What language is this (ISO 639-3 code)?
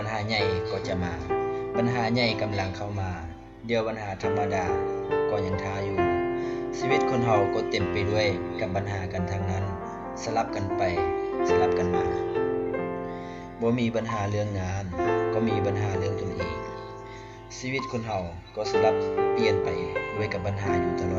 lao